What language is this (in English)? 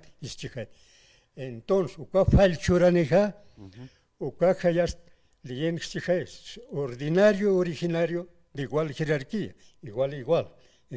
Aymara